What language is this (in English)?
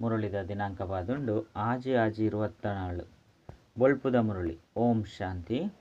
Tulu